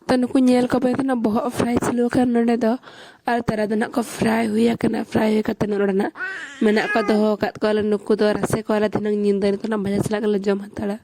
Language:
Santali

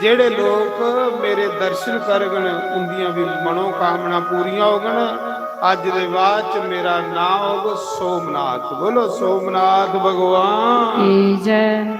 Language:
Dogri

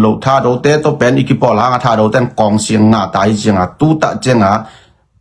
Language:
Tedim Chin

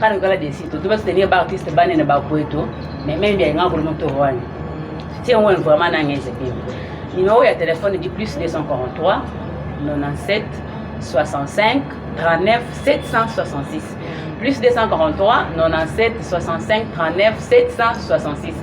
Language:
Luba-Lulua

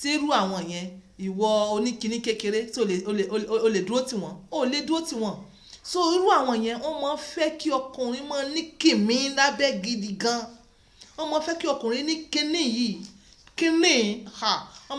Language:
Yoruba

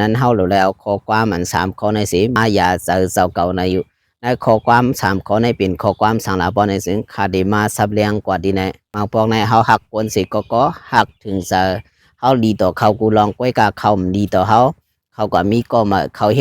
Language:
Shan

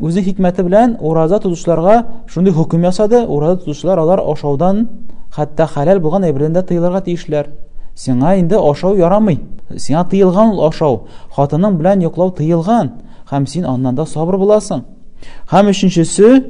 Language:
Tatar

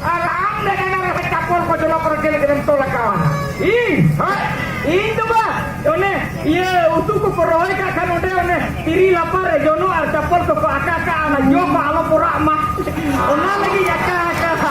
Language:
Santali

